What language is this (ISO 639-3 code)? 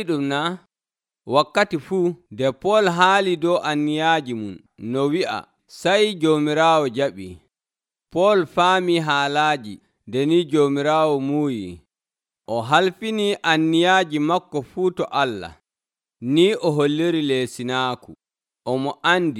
fuv